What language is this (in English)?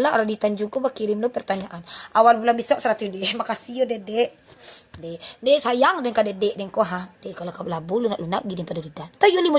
Minangkabau